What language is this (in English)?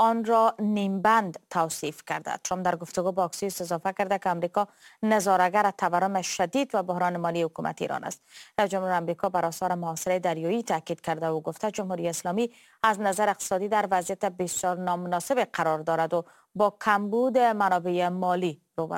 Persian